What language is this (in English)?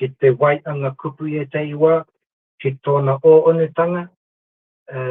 Māori